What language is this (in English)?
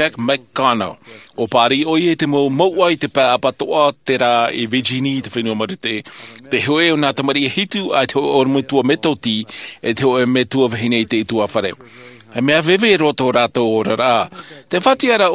Tahitian